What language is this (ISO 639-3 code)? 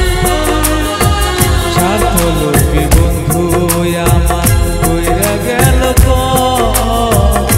ben